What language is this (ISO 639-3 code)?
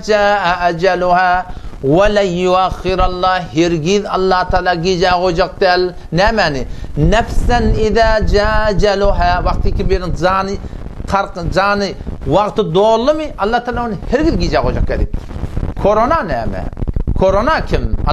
tuk